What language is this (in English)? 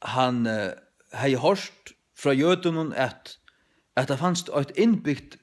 Faroese